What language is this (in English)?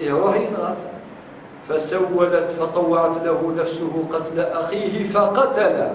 Kabyle